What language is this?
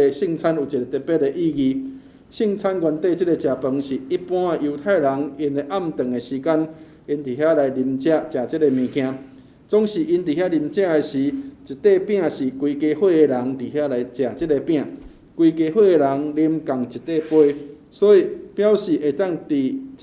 Min Nan Chinese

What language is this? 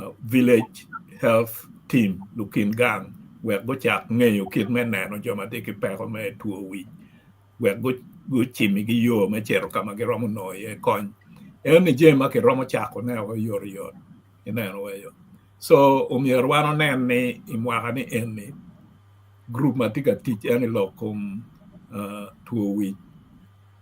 Acoli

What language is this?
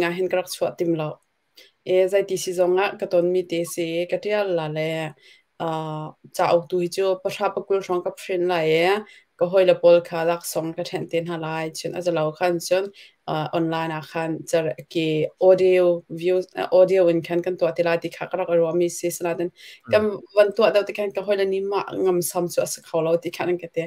Hakha Chin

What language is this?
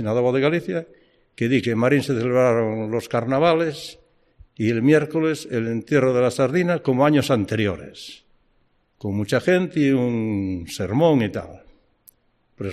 Galician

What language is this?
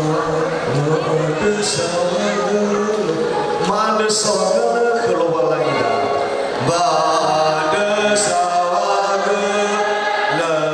Nias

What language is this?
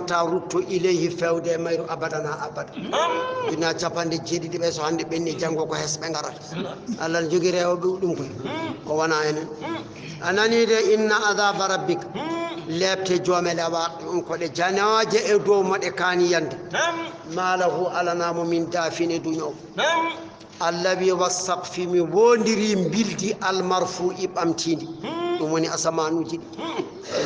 Fula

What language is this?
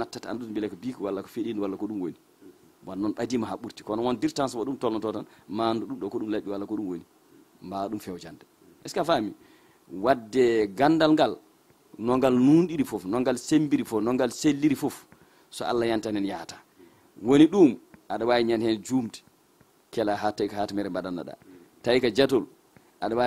Fula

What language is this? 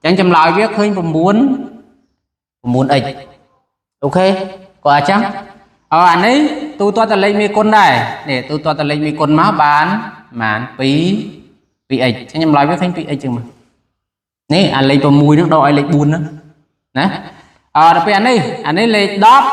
Khmer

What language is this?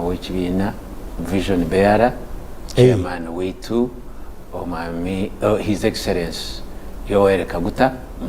Nyankole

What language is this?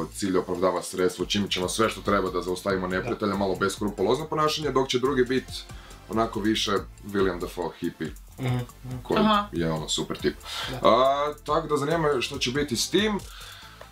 Croatian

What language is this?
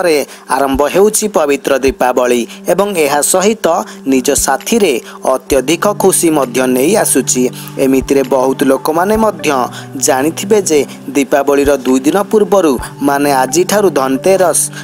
Odia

